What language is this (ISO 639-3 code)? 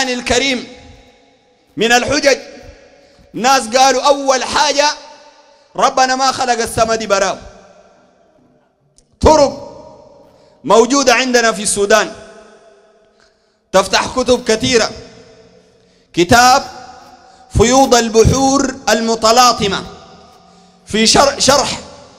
apd